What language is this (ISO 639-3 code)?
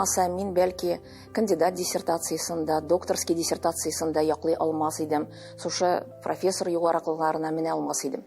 tat